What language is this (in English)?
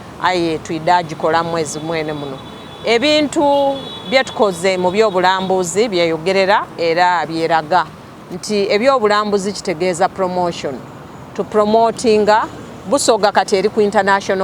Soga